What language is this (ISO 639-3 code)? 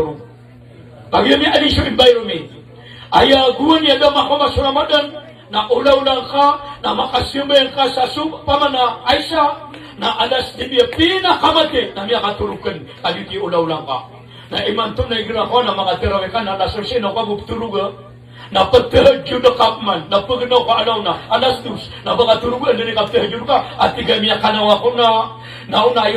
mrw